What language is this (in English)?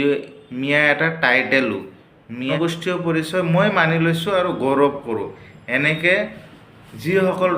Assamese